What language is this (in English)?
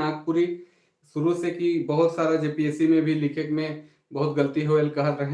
Sadri